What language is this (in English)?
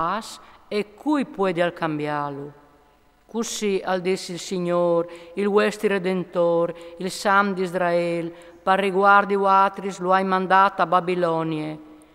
Friulian